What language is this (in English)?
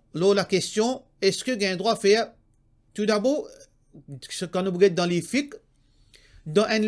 Morisyen